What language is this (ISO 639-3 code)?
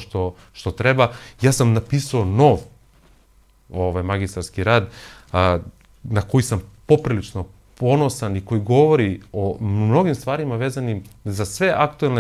srp